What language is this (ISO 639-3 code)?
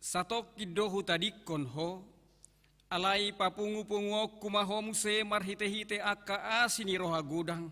bbc